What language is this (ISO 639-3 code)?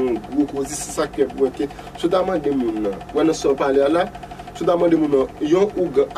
hat